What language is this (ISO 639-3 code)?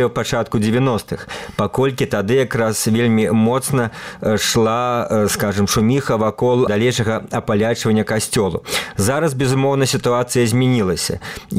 bel